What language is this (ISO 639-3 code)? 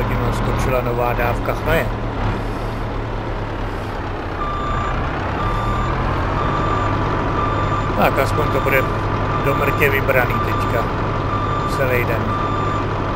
ces